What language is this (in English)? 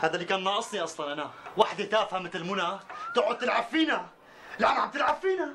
North Levantine Arabic